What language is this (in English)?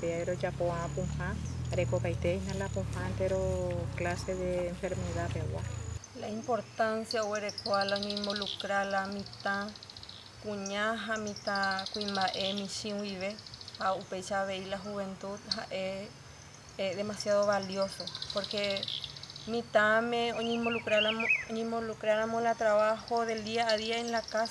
Guarani